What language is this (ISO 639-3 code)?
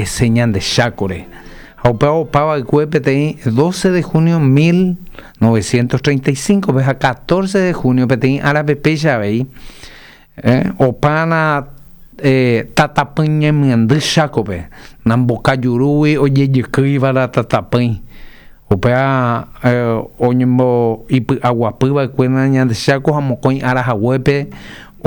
grn